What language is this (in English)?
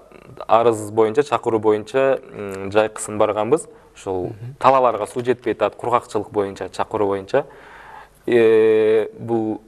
Kyrgyz